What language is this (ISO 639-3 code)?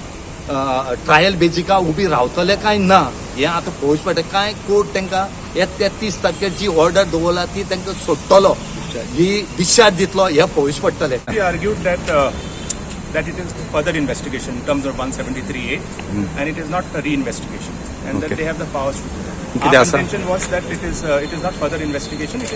kok